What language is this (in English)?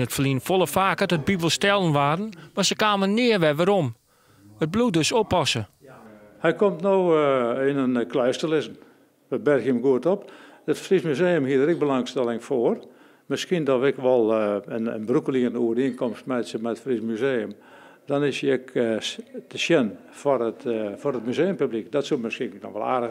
Western Frisian